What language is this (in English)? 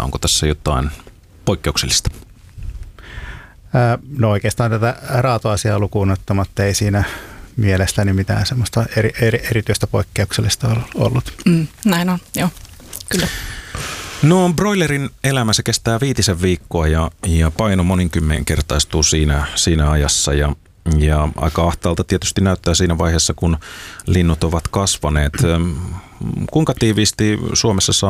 Finnish